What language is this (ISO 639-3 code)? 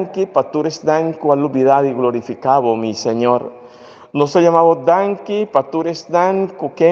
pap